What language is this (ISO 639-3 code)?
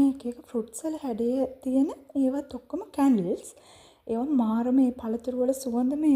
sin